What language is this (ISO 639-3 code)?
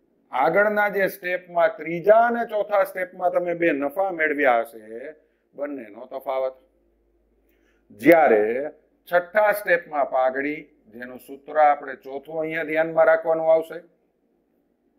guj